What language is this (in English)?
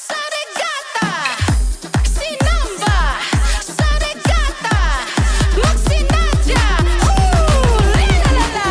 Hiligaynon